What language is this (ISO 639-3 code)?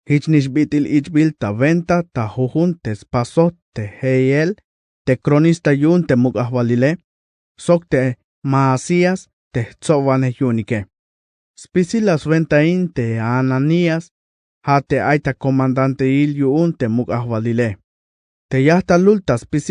tzh